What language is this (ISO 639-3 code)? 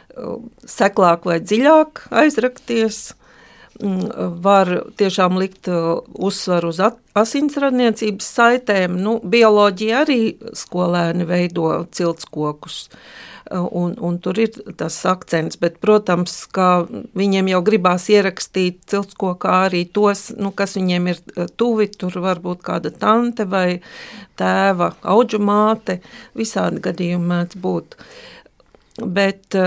lav